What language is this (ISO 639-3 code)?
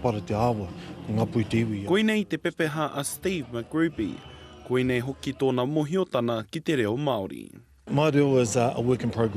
mri